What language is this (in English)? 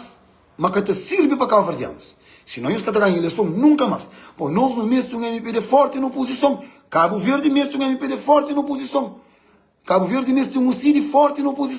Kabuverdianu